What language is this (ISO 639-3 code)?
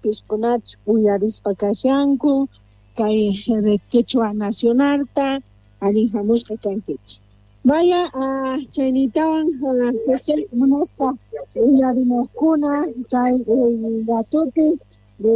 quh